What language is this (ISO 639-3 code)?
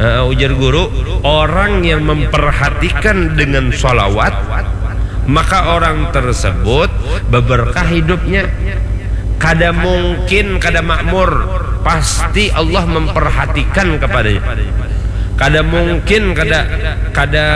bjn